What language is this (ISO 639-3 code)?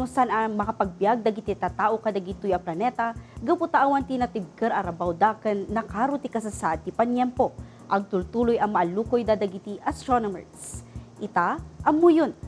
ilo